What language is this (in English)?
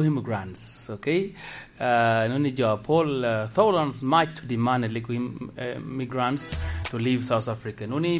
Lango (Uganda)